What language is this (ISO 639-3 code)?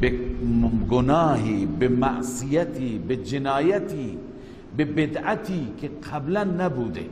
fas